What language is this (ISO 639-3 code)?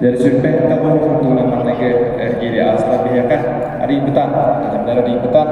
sah